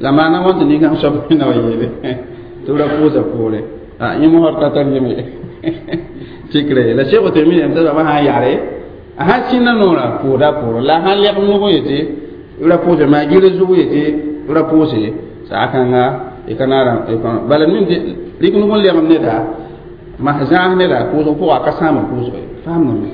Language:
Mossi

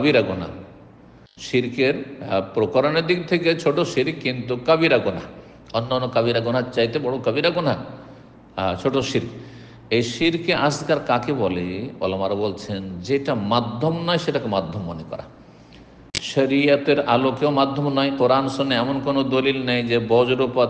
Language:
Bangla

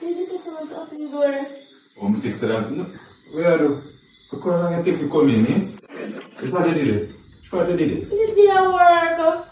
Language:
Jamaican Creole English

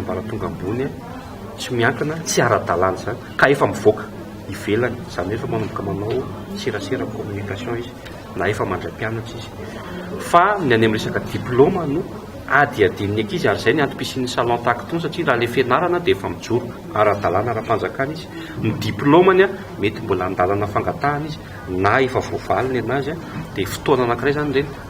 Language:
Malagasy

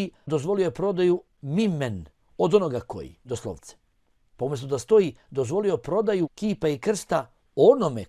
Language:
Bosnian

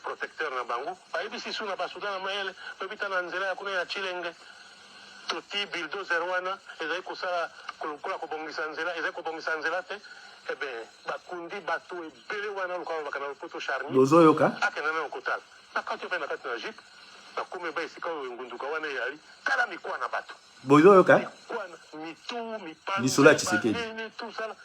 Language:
Lingala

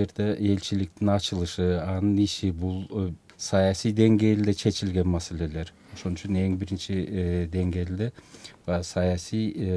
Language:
Kyrgyz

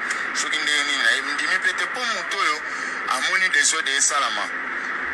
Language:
Lingala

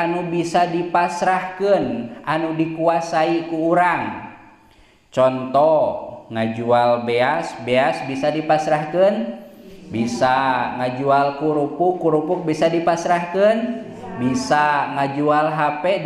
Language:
Sundanese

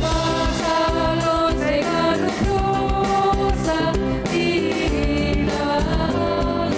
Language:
Batak Simalungun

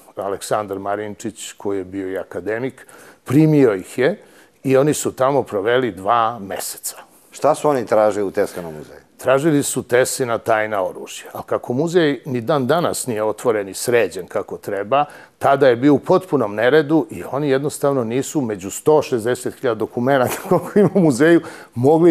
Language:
Serbian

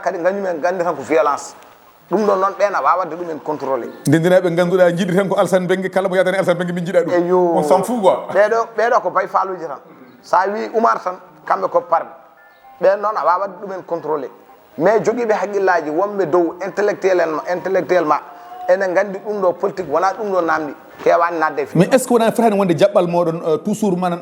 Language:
Fula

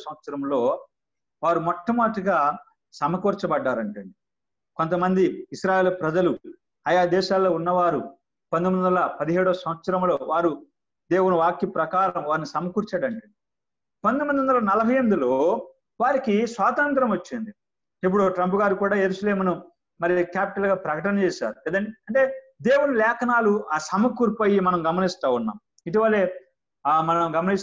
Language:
Telugu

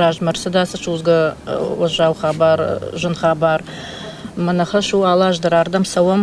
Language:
Ossetic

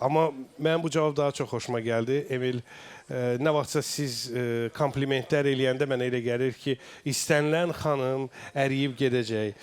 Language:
Azerbaijani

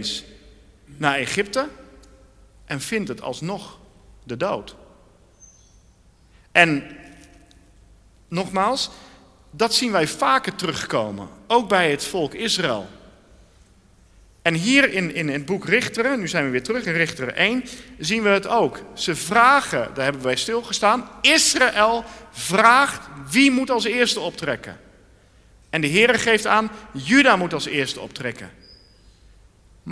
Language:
Dutch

